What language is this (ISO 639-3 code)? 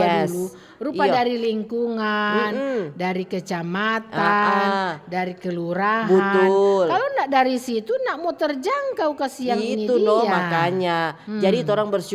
xmm